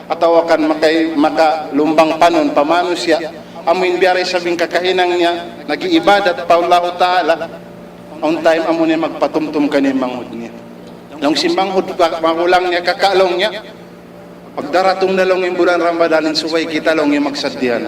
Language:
Tausug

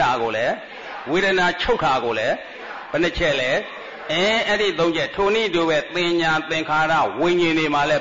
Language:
Burmese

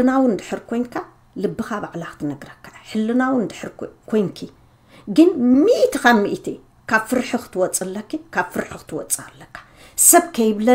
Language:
Tigrinya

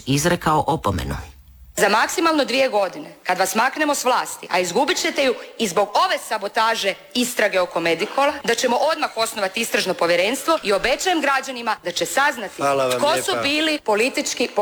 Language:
Croatian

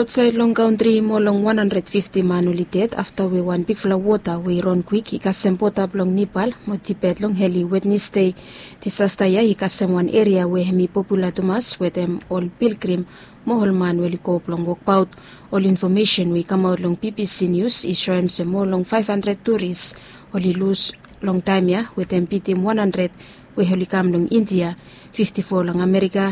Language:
Bislama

